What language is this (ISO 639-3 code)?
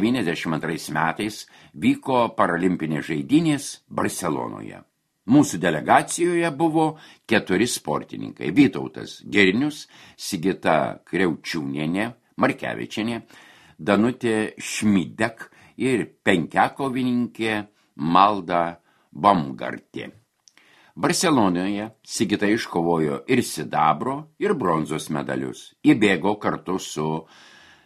lit